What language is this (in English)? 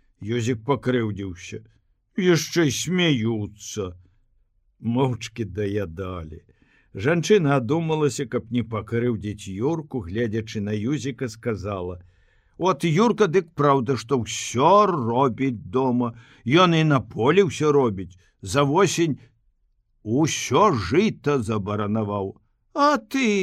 Belarusian